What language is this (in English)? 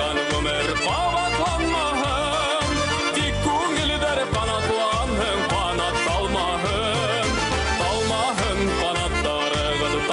Bashkir